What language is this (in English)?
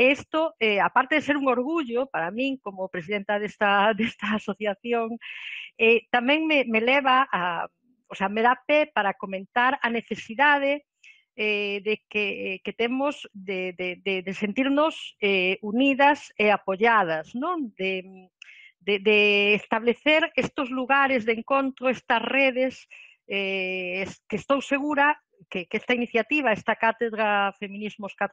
Galician